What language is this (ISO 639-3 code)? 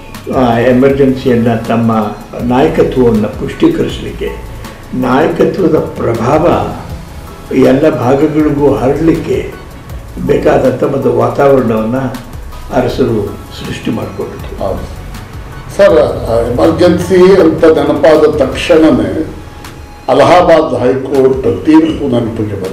kan